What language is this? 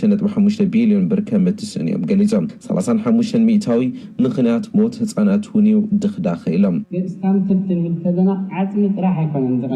Tigrinya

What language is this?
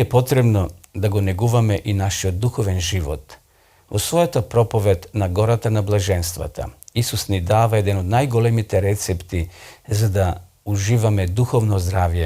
Macedonian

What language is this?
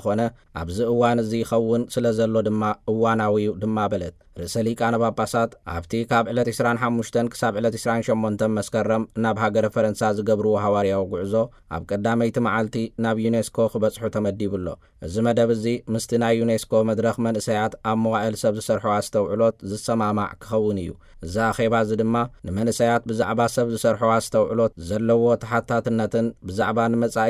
Tigrinya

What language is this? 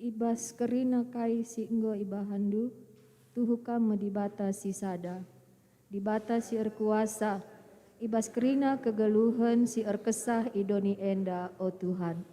Batak Karo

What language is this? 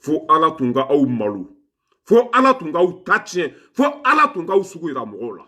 Bambara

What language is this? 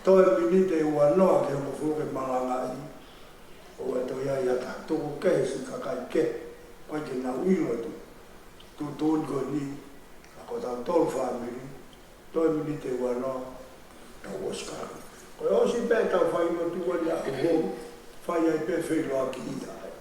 Tongan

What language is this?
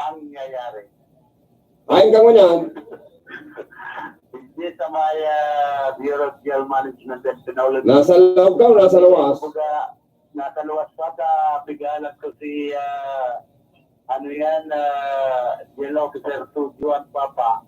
Bikol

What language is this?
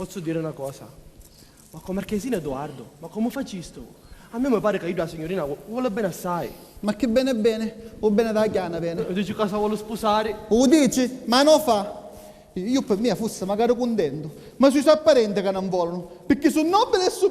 Sicilian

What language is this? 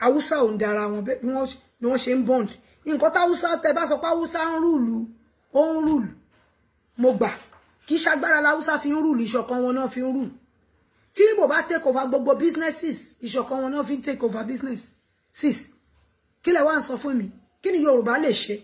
Yoruba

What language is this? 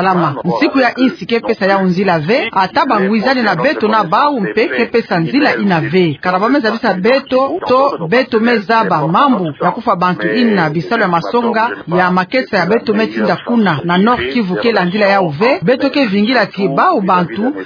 Kituba (Democratic Republic of Congo)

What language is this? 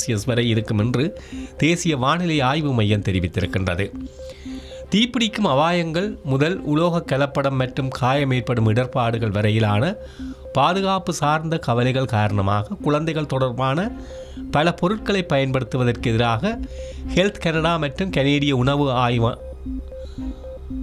Tamil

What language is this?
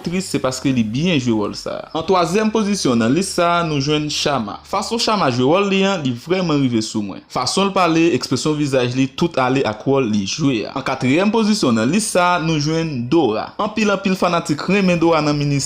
Haitian Creole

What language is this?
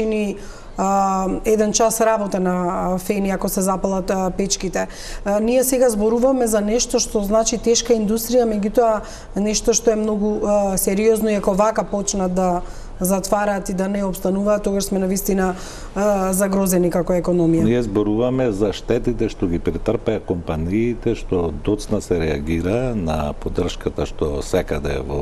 Macedonian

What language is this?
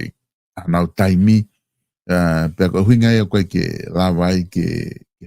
Tongan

